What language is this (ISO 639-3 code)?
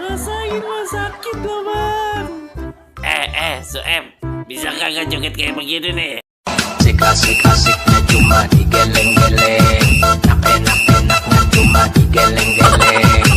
bew